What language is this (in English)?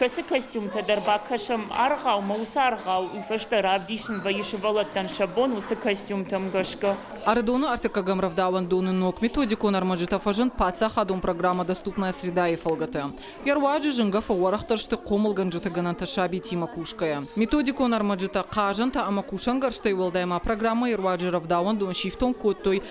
Ossetic